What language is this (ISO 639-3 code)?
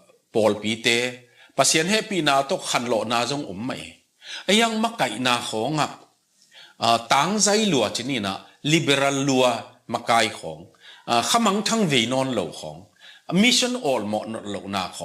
ctd